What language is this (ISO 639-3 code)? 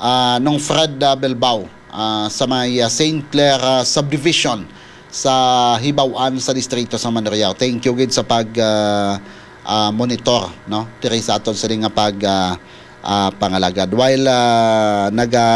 hil